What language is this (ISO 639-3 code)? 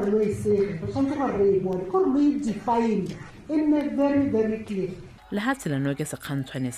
tsn